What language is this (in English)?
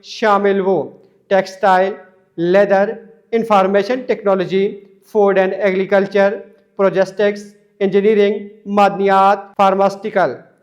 Pashto